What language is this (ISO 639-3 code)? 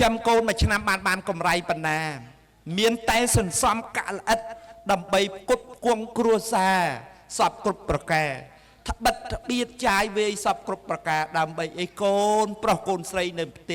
khm